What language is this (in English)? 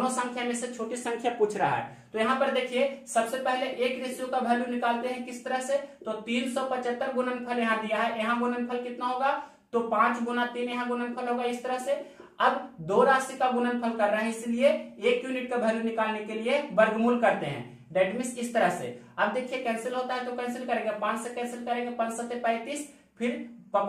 Hindi